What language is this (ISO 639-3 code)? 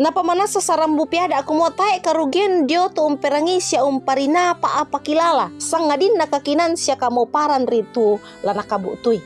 sda